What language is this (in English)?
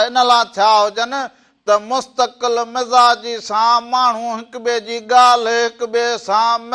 Sindhi